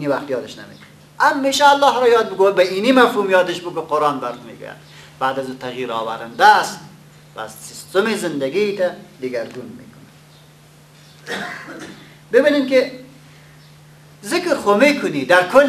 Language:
Persian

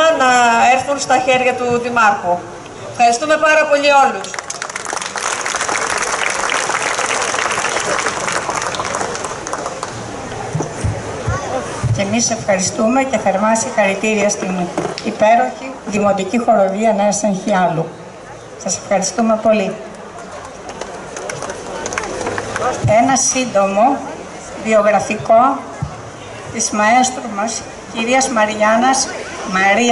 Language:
Greek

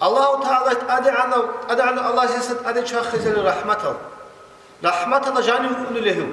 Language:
Avaric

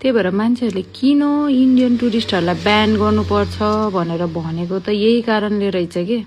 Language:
Nepali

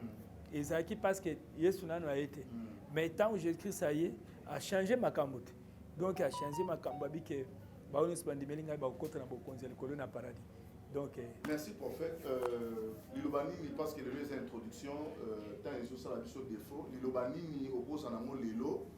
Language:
Lingala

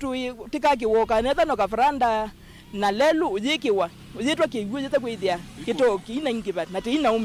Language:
Kamba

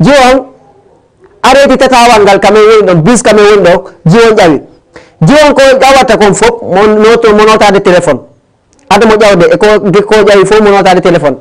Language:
Fula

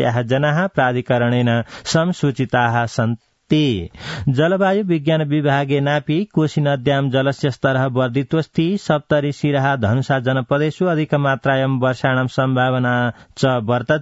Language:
Sanskrit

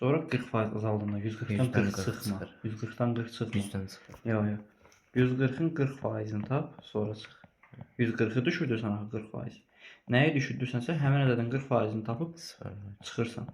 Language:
Azerbaijani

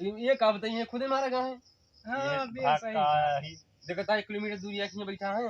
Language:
Awadhi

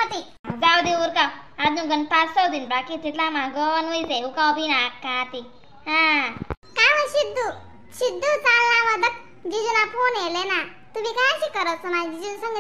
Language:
Khandesi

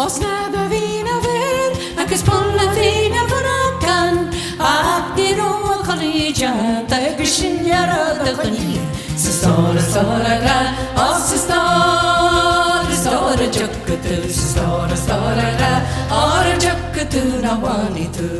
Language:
Irish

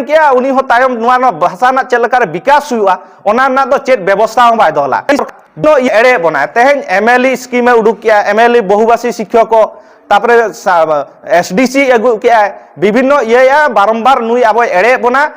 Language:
Santali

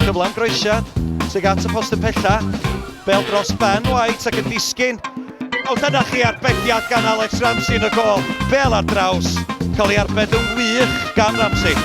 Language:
Welsh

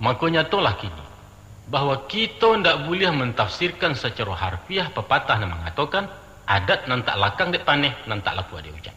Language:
Minangkabau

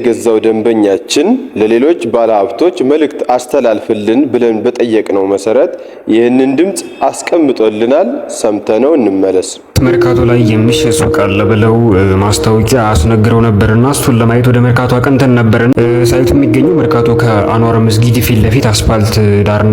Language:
Amharic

